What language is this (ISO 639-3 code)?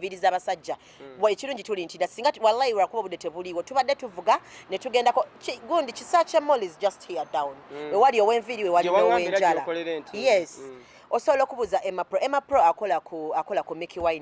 lug